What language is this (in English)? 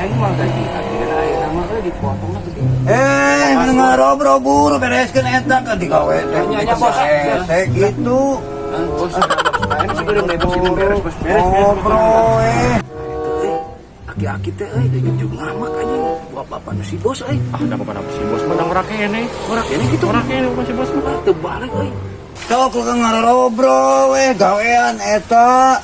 Sundanese